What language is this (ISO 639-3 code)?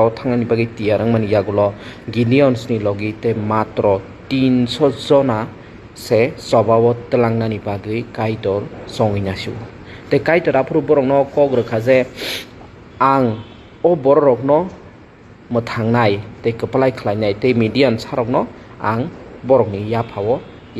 trp